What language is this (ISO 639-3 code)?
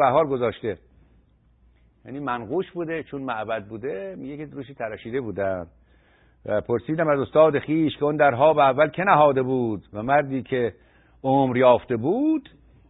fas